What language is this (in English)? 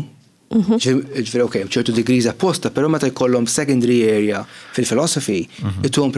Maltese